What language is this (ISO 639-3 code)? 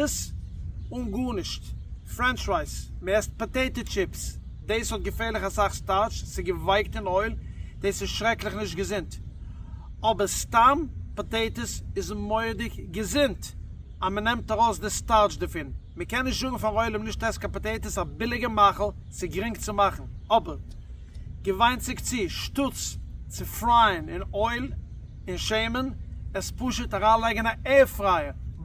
yid